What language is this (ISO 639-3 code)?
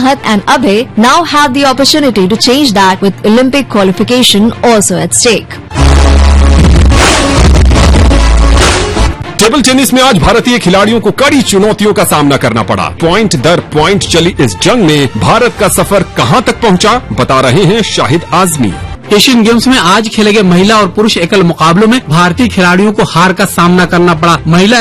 hin